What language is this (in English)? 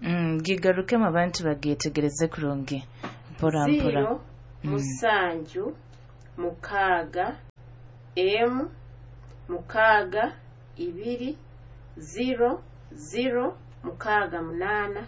Nyoro